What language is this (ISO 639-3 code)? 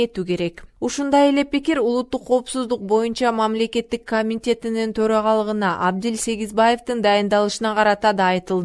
kir